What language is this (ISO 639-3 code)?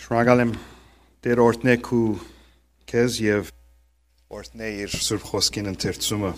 hyw